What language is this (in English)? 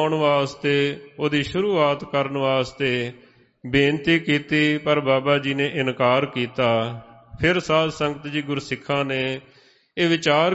Punjabi